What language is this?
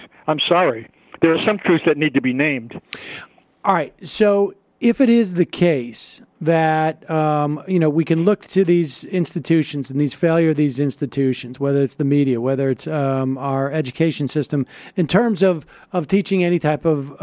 English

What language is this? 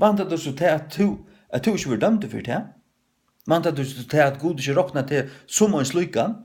Faroese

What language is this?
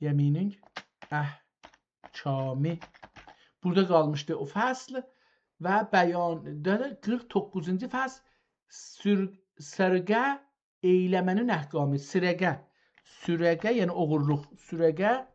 South Azerbaijani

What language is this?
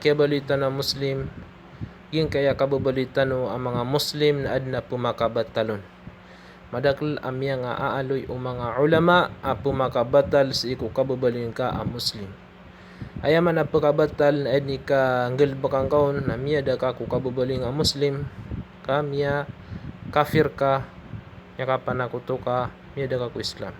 Maranao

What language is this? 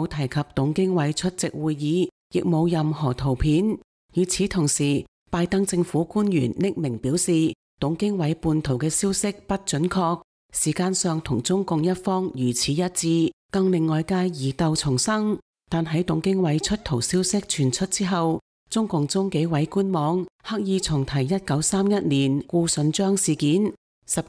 Cantonese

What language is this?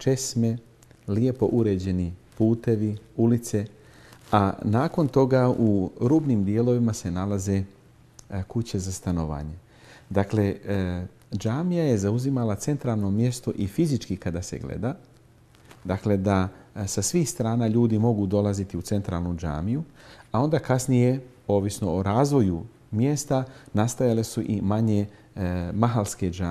Bosnian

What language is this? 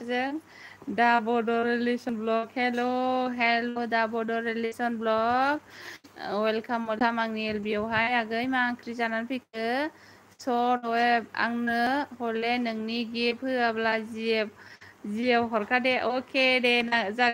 Bodo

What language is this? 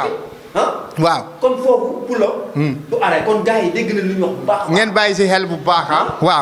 Wolof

